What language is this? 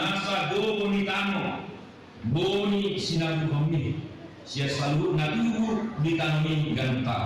Batak Toba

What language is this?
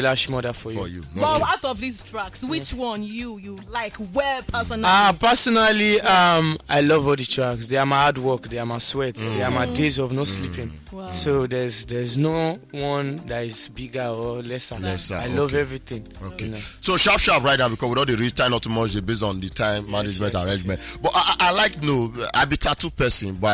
Nigerian Pidgin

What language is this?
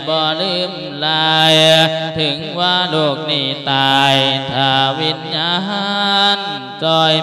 Lao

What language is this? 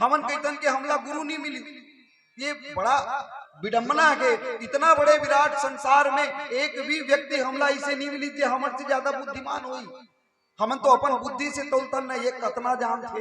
Chhattisgarhi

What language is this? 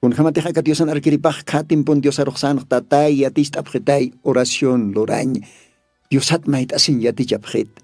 Aymara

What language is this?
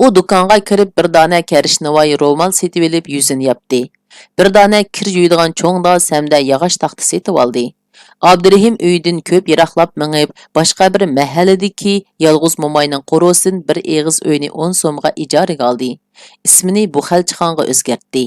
Uyghur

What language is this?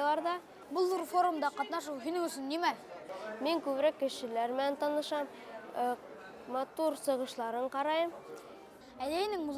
Bashkir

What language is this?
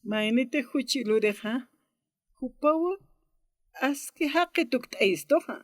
Aymara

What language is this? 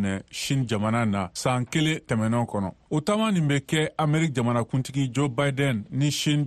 Bambara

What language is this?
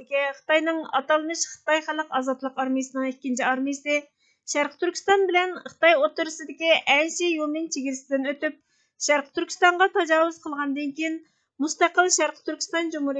Uyghur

